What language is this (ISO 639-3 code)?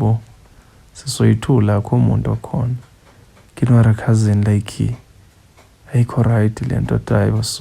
zul